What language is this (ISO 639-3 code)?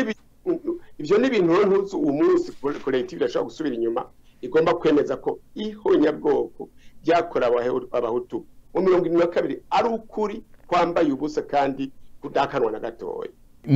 run